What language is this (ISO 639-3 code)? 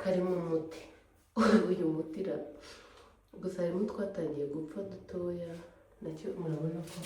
kin